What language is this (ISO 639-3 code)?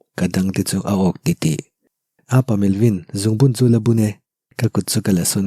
lus